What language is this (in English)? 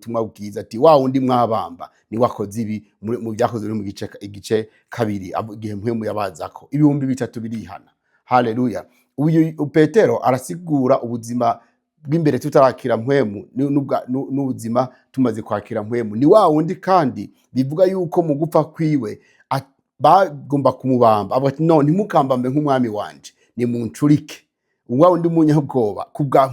Rundi